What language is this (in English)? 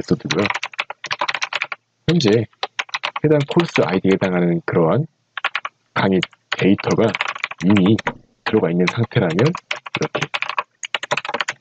Korean